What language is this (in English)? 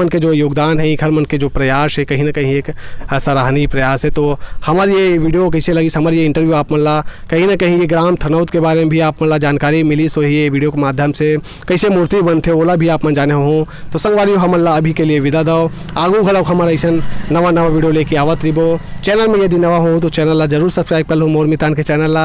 Chhattisgarhi